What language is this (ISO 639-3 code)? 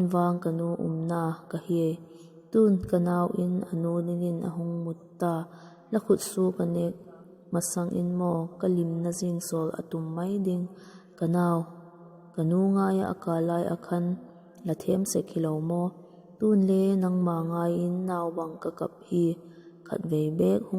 vap